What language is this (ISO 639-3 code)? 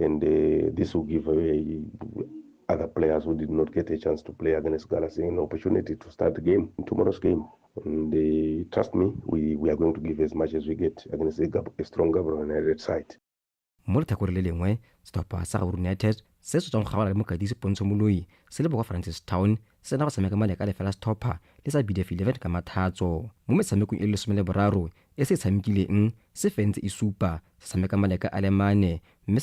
tsn